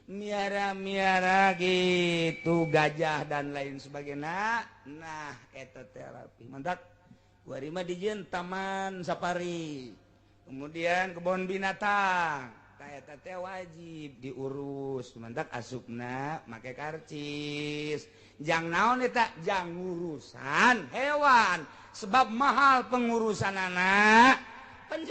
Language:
Sundanese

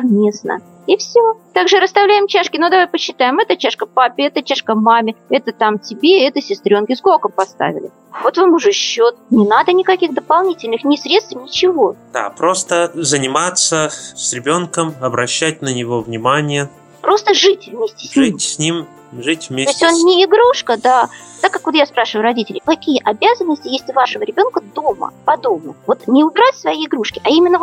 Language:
Russian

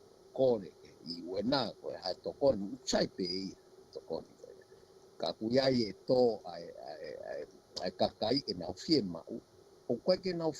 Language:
Tongan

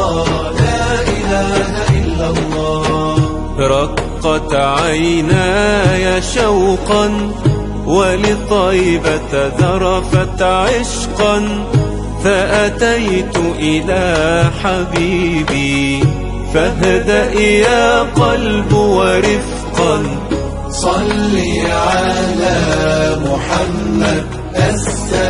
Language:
Arabic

